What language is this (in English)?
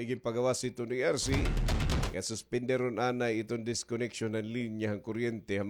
Waray